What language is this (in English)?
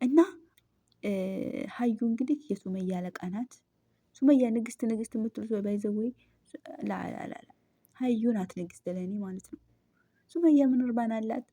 Amharic